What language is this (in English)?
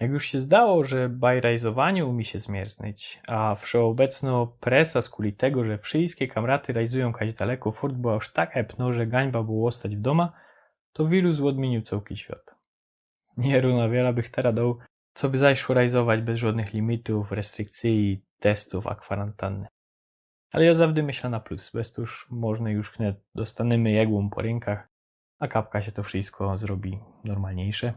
Silesian